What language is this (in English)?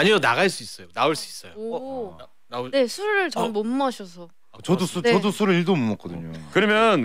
Korean